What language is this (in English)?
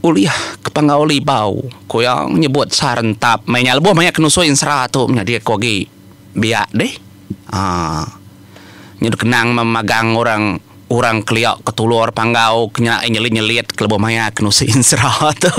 Iban